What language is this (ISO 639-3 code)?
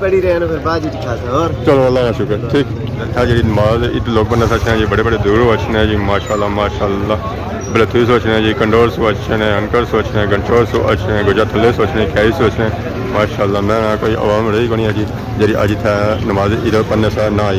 phr